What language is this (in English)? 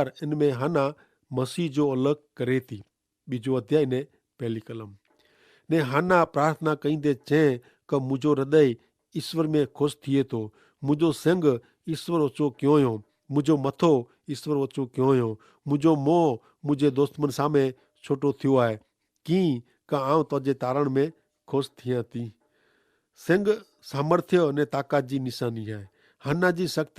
Kachhi